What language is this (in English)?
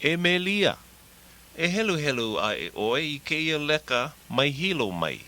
Hawaiian